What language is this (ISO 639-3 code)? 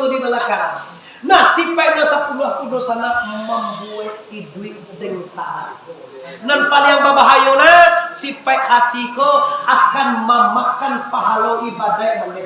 min